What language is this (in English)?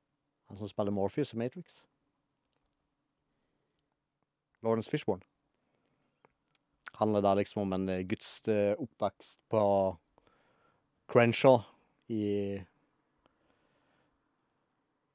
Norwegian